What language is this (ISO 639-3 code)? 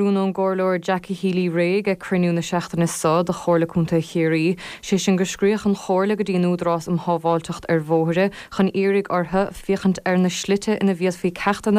gle